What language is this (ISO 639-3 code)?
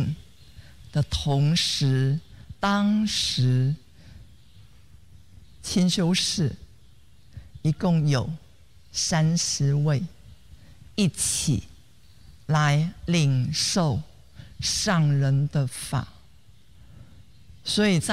zho